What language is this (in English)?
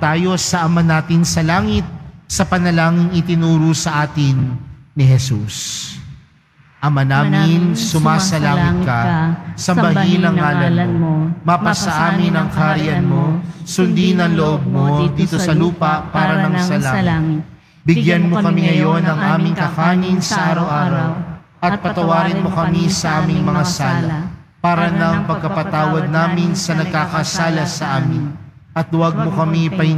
Filipino